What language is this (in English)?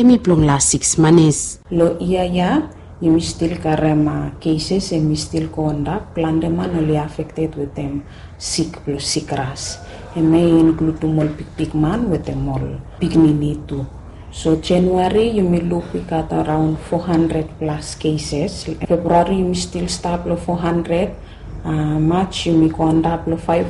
Bislama